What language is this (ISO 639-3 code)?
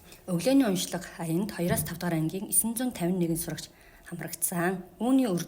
mon